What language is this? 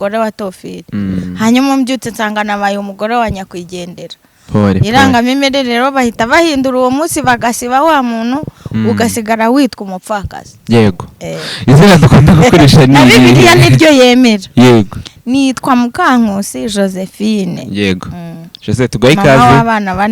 Kinyarwanda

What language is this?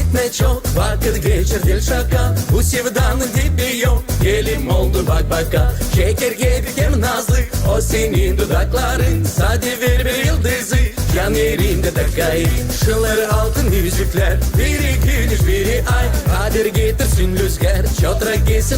Gagauz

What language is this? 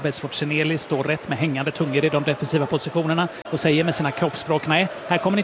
Swedish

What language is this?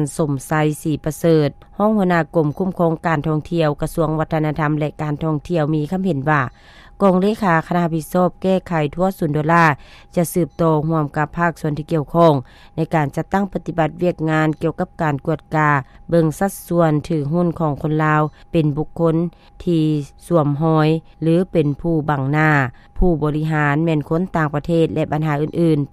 Lao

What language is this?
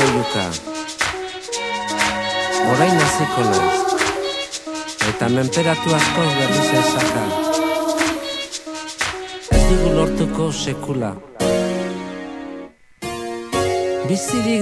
Basque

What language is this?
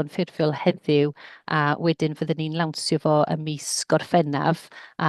Welsh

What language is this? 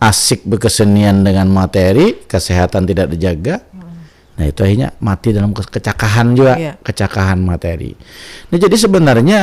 Banjar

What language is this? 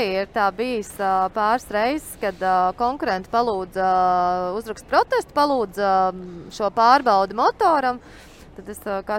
Latvian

